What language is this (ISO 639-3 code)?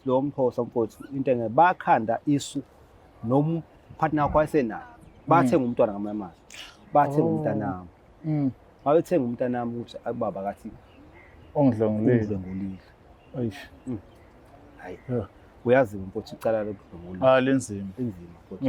zul